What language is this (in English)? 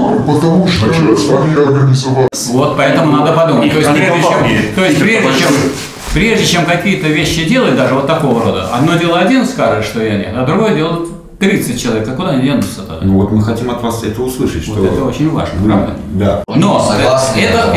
Russian